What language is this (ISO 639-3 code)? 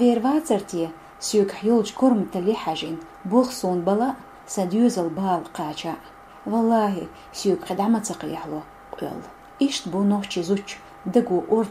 che